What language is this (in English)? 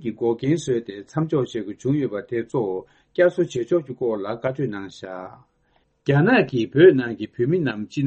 Tibetan